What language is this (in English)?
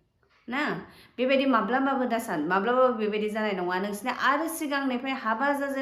Bodo